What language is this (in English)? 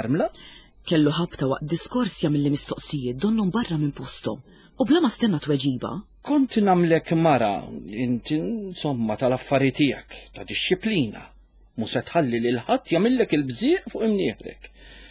Maltese